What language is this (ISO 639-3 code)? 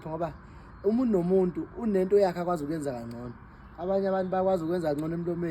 zul